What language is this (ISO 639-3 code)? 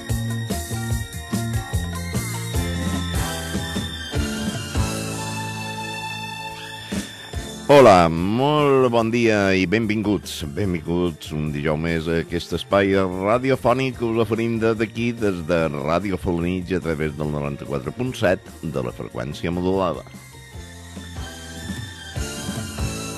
cat